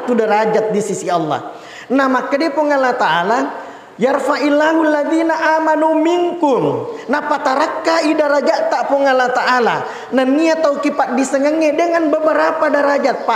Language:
Buginese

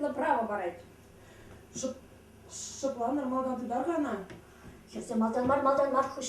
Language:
Chuvash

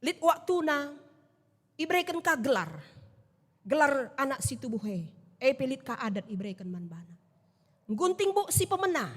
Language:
Batak Karo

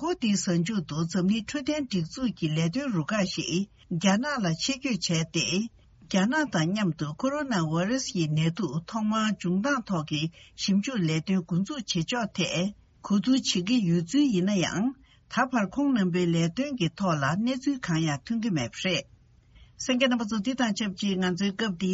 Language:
Tibetan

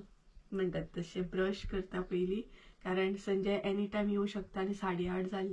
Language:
Konkani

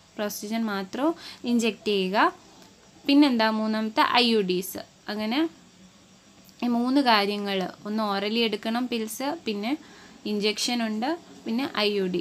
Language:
Malayalam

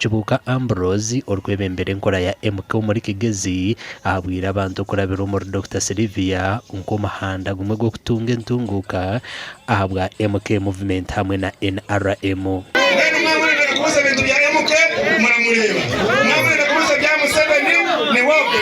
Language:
Nyankole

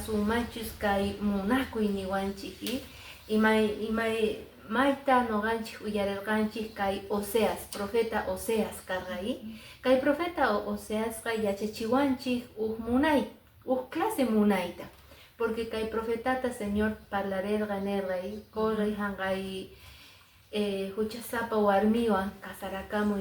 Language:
Quechua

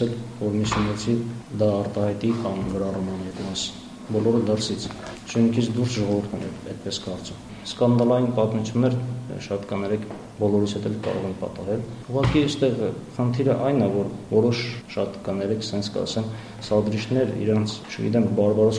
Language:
Armenian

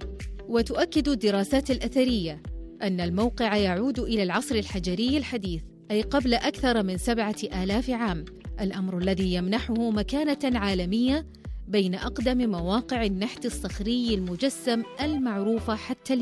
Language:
Arabic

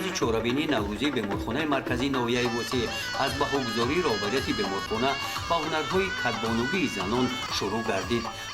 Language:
Tajik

